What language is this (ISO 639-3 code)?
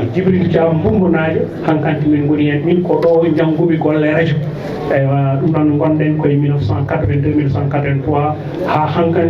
ful